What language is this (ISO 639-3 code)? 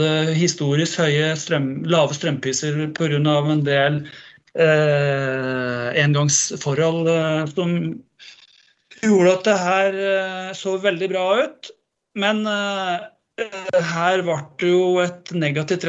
nor